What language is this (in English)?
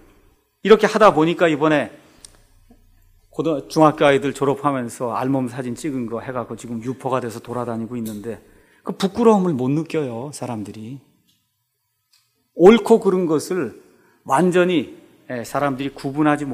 Korean